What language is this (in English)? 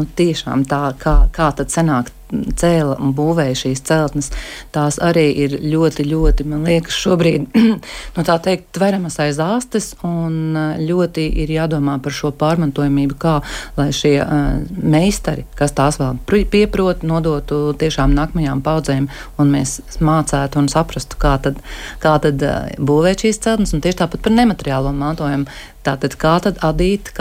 Latvian